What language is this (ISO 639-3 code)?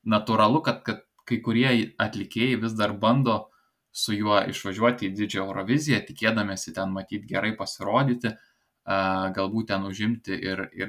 lit